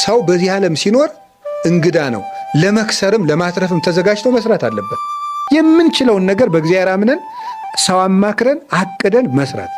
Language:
Amharic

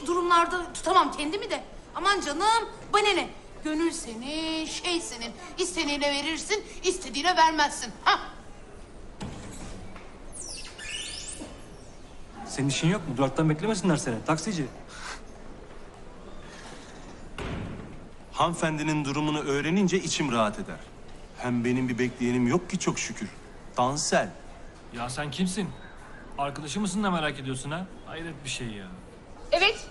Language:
Turkish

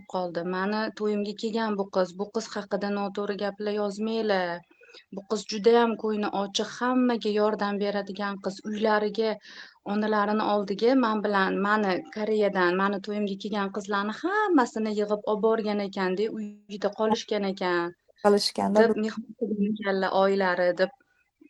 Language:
Uzbek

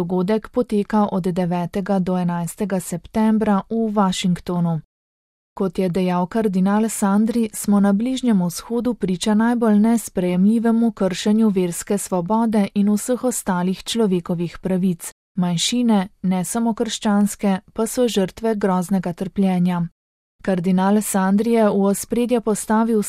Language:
Slovenian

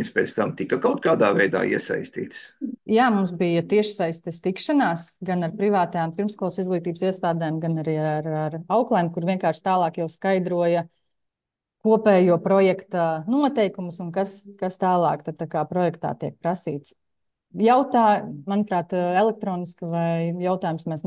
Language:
Latvian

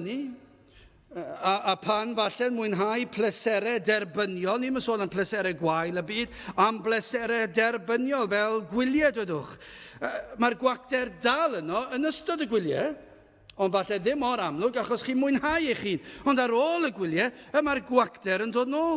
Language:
Welsh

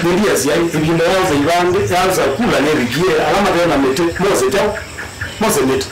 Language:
Kamba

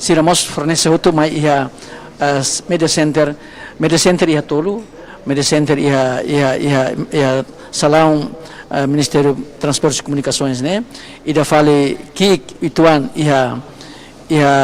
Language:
Tetum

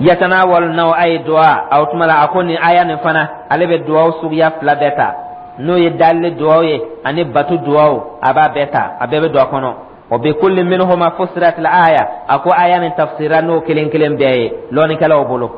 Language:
Dyula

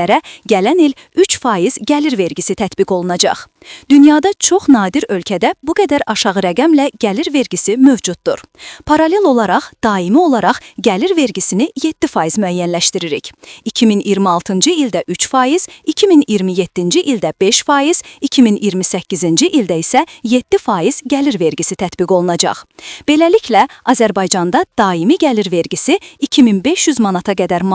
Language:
Azerbaijani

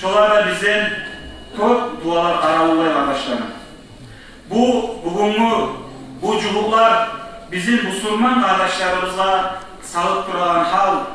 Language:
Kumyk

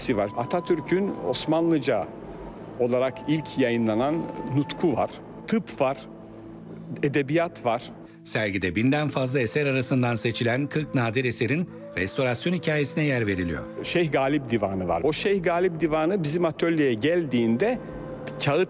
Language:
Turkish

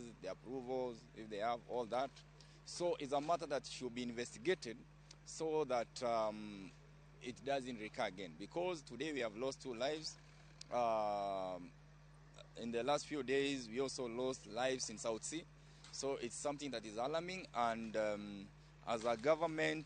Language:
Luo (Kenya and Tanzania)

